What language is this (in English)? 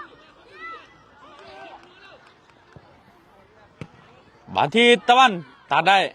Lao